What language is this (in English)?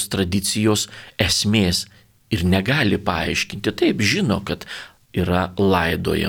Lithuanian